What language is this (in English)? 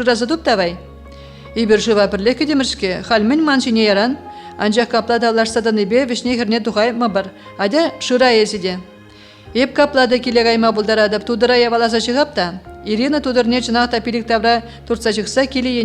Chuvash